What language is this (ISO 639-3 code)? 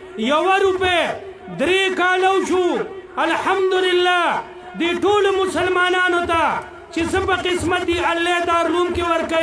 pus